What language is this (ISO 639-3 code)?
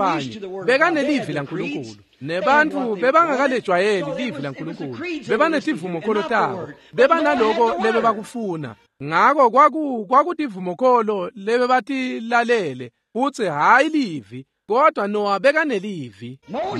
ssw